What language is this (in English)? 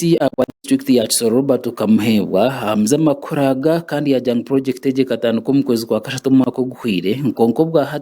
Nyankole